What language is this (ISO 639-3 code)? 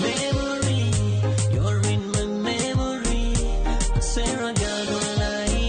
luo